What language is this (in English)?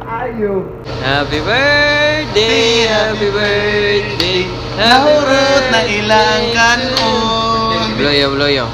Cebuano